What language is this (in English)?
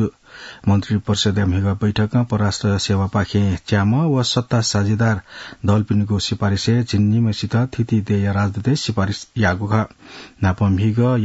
Newari